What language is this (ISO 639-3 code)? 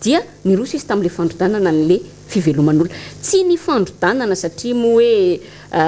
mlg